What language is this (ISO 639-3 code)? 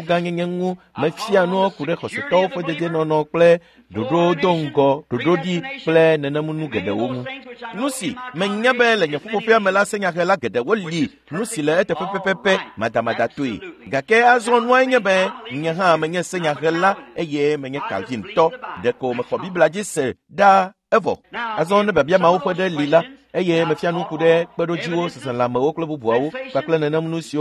ewe